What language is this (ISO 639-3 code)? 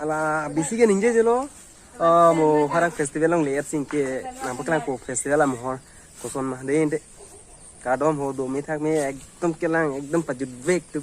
mjw